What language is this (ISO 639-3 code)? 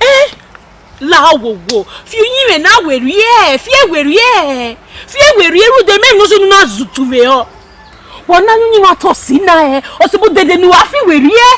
bin